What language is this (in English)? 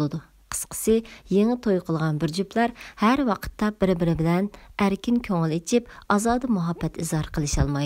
Uyghur